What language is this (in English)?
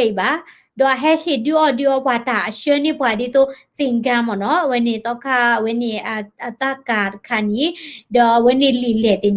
S'gaw Karen